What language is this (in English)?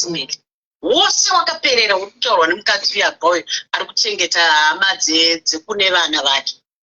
Shona